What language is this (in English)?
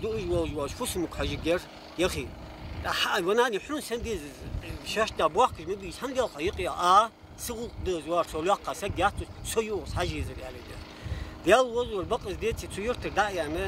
Ingush